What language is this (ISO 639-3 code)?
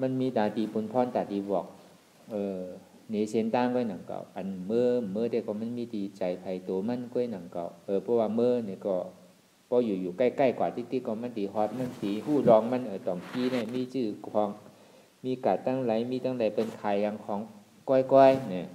shn